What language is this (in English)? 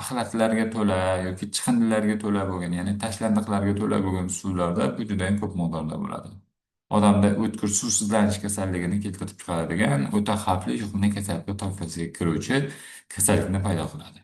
Uzbek